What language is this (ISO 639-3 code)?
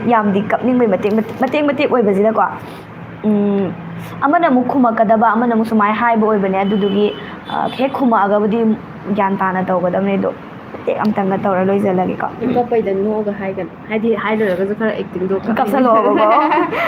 mni